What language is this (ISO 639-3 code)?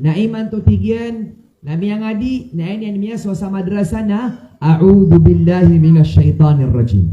mrw